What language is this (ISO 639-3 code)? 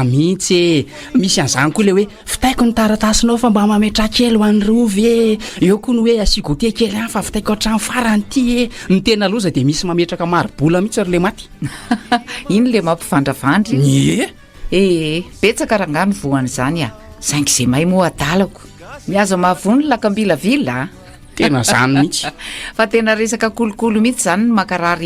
mlg